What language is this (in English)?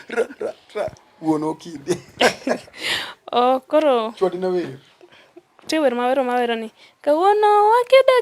Luo (Kenya and Tanzania)